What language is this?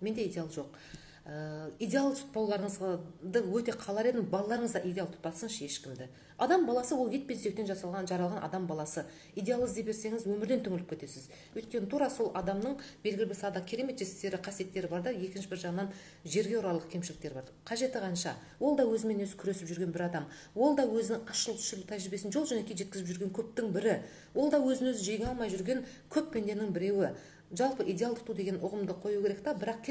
Kazakh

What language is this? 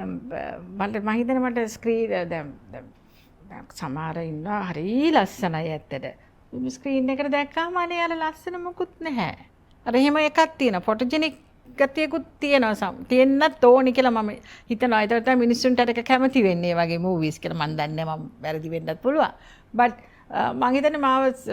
Sinhala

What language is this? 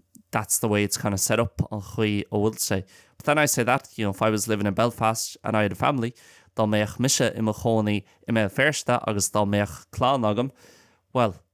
Irish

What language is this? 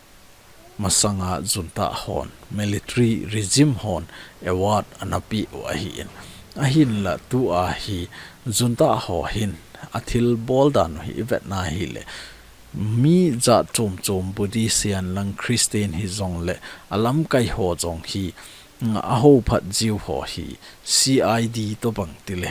Thado Chin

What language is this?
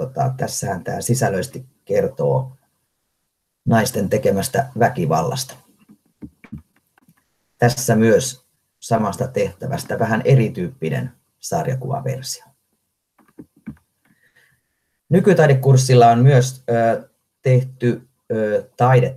Finnish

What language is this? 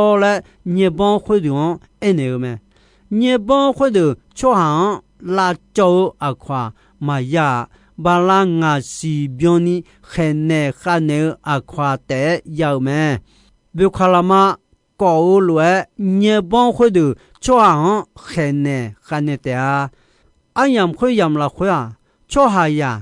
Akha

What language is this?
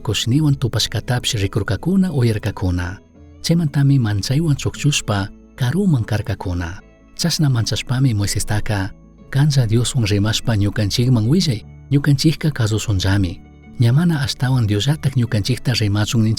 Chimborazo Highland Quichua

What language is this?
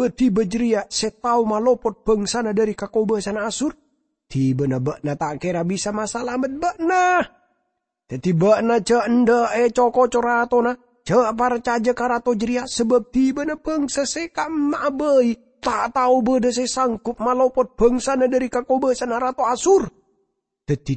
Madurese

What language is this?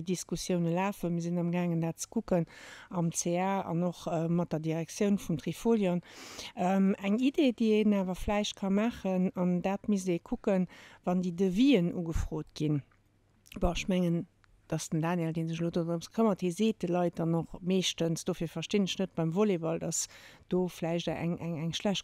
Luxembourgish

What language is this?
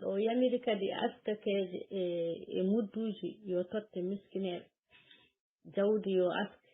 Fula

